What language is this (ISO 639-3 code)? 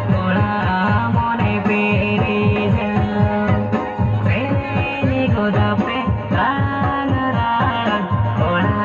sat